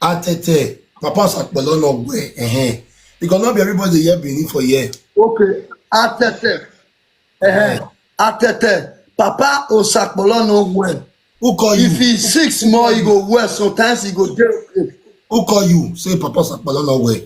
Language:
Nigerian Pidgin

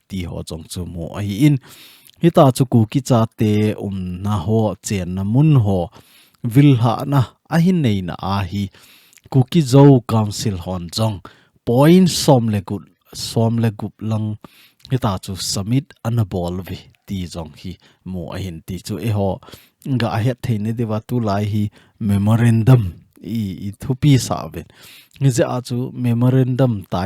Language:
Thado Chin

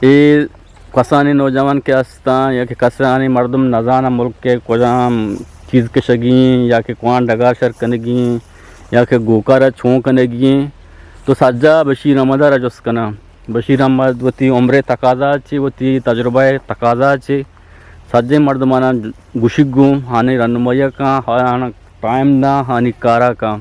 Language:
Eastern Balochi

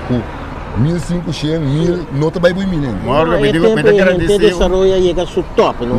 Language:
Papiamento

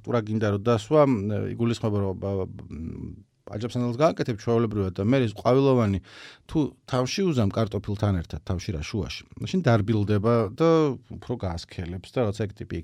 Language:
Georgian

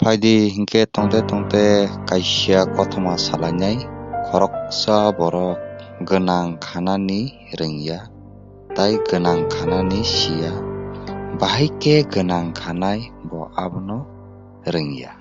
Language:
Kok Borok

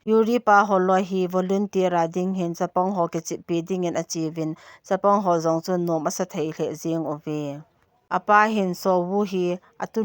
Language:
Thado Chin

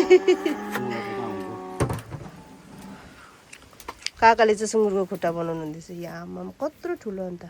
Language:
Nepali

